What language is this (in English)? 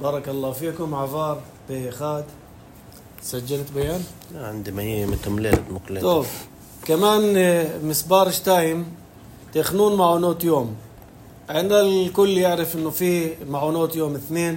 North Levantine Arabic